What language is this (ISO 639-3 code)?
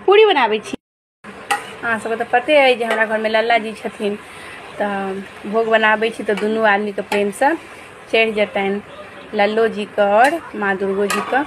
mai